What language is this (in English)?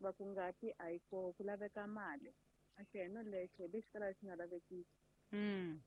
Tsonga